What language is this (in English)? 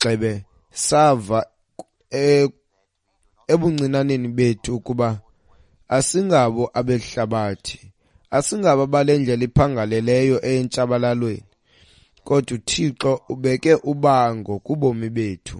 Xhosa